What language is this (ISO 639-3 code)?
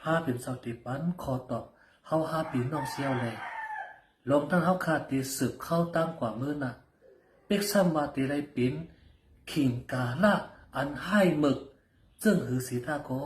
shn